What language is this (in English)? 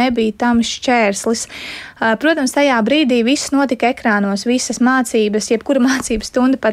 Latvian